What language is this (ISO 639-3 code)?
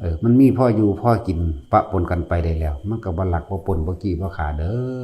tts